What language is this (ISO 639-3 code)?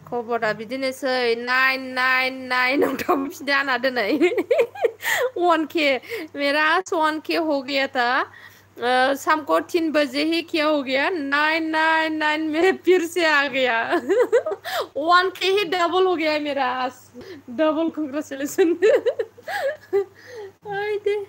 brx